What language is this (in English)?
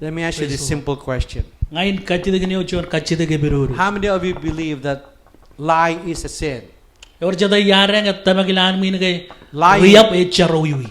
Marshallese